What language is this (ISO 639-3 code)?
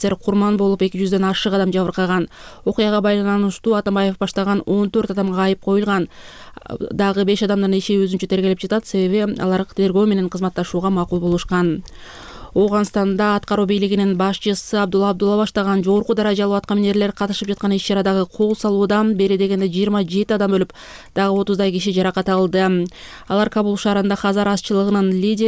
kir